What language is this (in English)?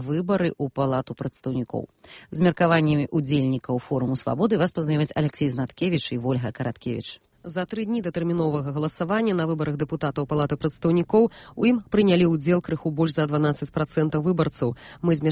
Belarusian